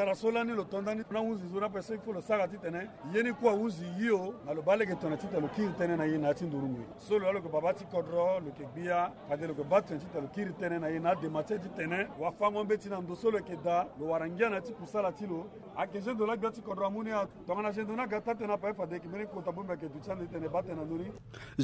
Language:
Sango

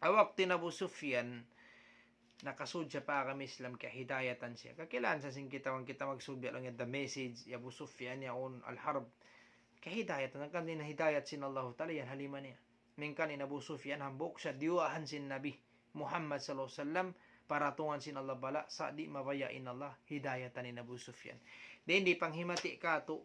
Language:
Tausug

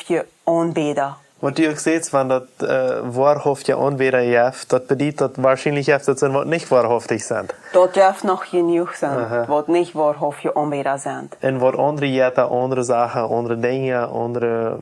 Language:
Plautdietsch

